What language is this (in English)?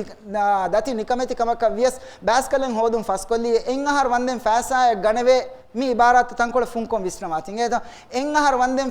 Divehi